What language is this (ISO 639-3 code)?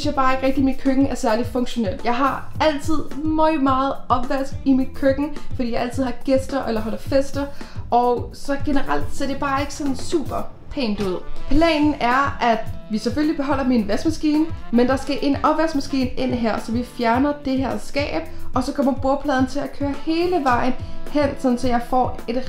dan